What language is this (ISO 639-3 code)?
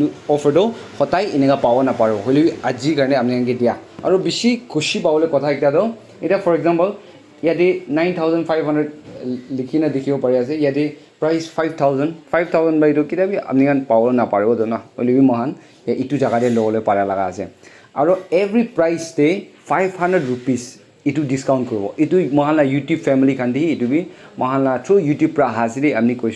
nag